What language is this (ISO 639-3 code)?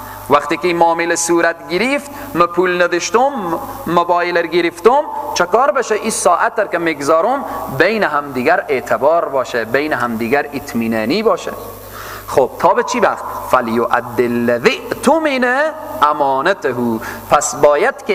fas